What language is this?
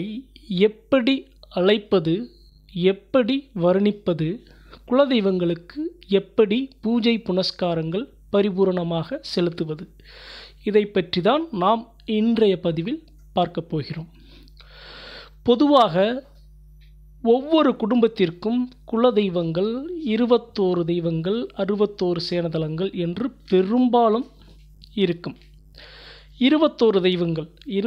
Tamil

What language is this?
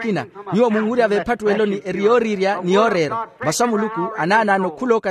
Makhuwa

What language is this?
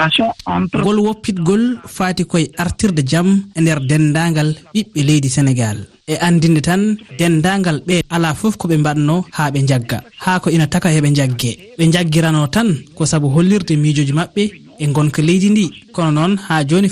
Fula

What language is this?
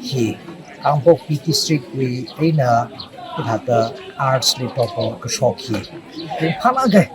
Tangkhul Naga (India)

